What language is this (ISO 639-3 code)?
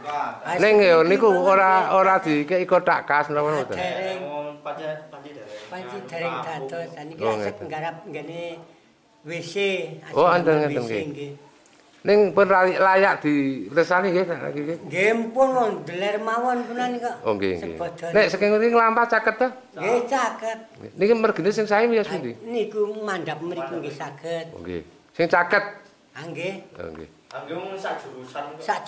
jav